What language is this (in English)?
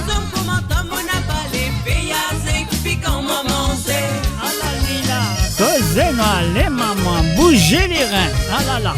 Morisyen